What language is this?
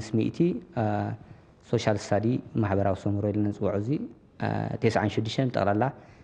Tigrinya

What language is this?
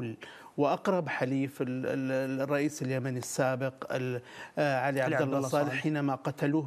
Arabic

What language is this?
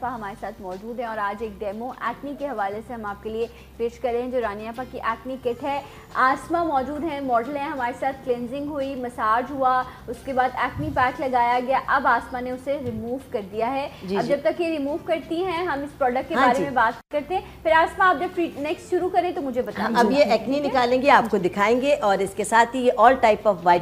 Urdu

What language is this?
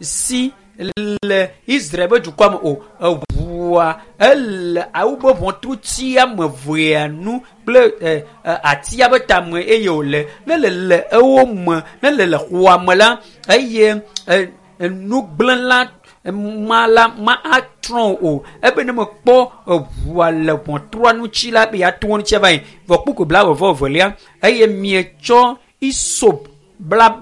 Ewe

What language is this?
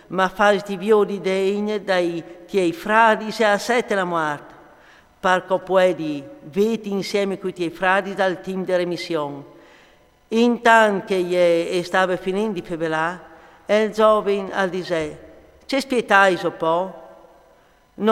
Friulian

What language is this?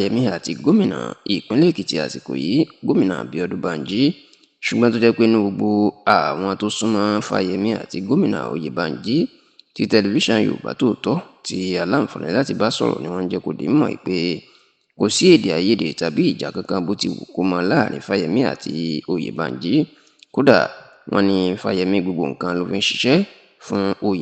Yoruba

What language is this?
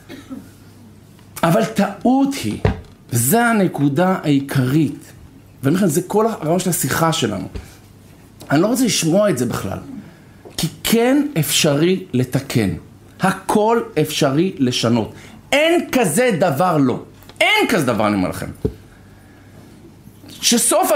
Hebrew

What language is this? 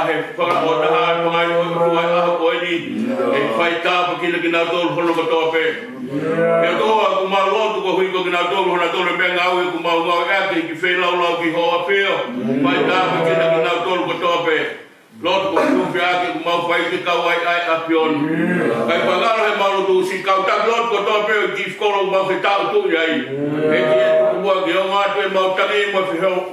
Tongan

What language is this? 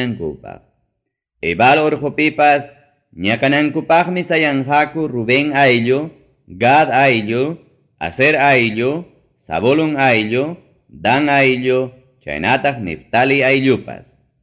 Ayacucho Quechua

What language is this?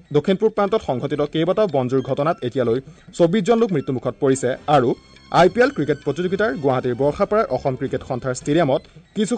Assamese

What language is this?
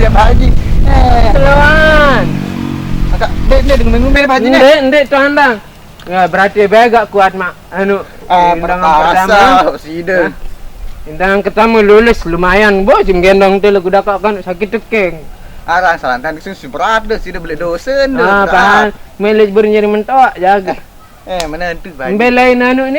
Sasak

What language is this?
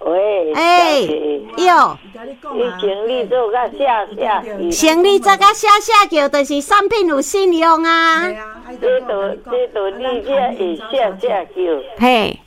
Min Nan Chinese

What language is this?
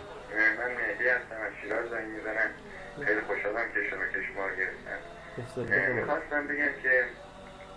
Persian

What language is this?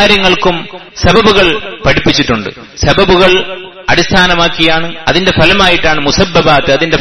Malayalam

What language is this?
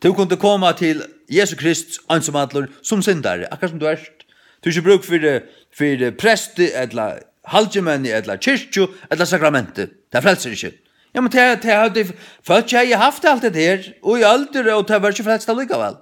Faroese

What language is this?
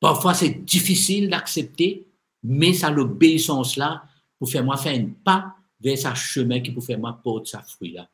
Morisyen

